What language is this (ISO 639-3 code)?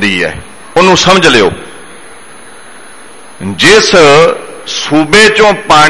pan